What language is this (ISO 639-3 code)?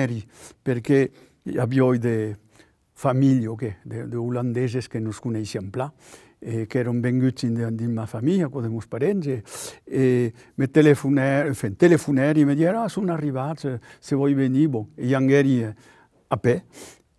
oci